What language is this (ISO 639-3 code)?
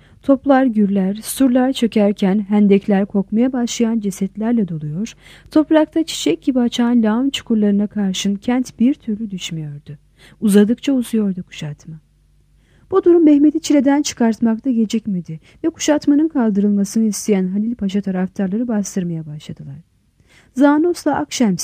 tur